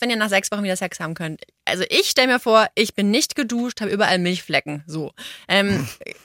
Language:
German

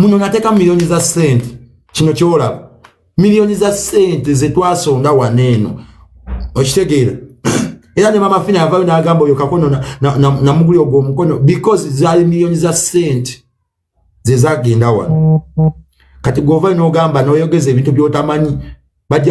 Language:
Ganda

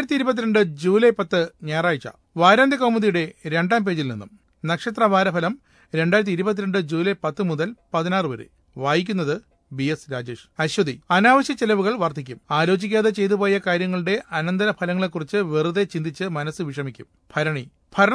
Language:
Malayalam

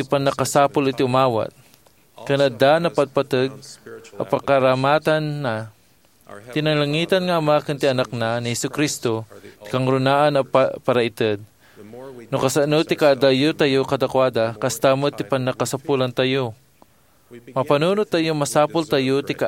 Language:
Iloko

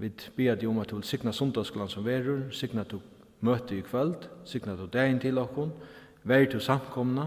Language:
Faroese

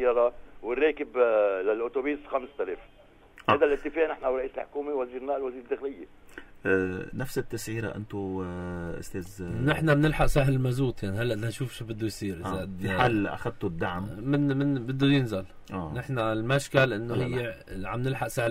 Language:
North Levantine Arabic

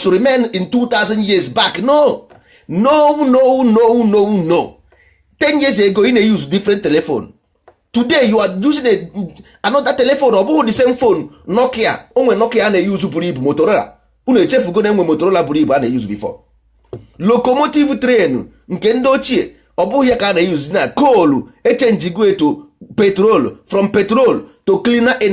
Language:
Igbo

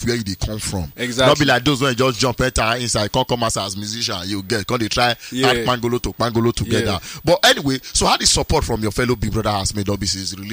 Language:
Nigerian Pidgin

